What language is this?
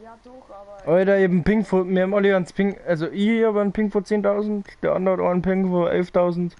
Bavarian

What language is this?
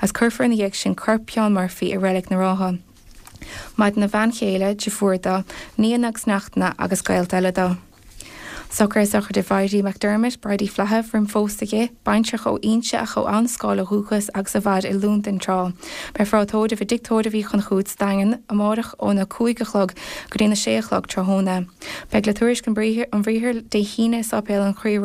Irish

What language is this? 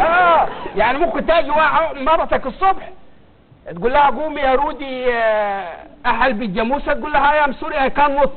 Egyptian Arabic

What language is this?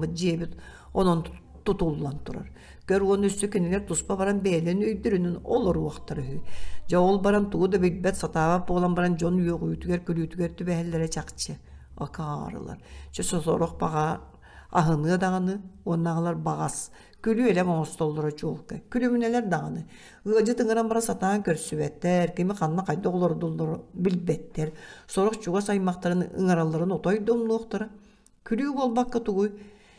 Yakut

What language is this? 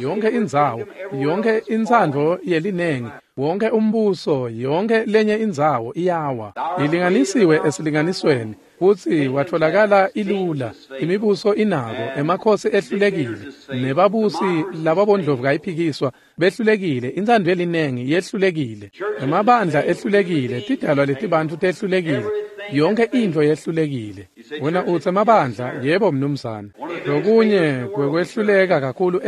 Swati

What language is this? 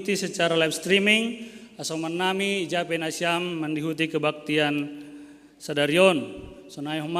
Batak Simalungun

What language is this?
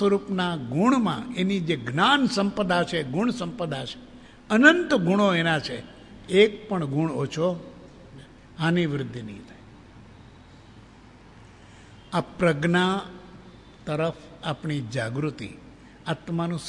Gujarati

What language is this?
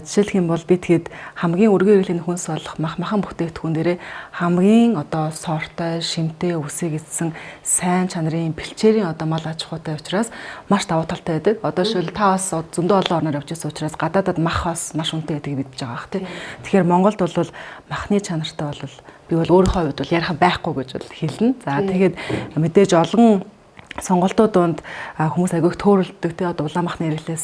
Mongolian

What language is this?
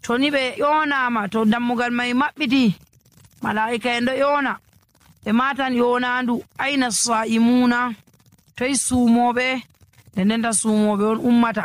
Nigerian Fulfulde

